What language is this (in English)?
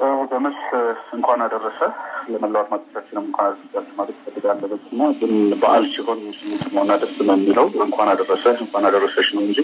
Amharic